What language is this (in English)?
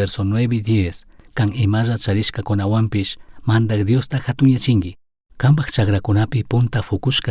Chimborazo Highland Quichua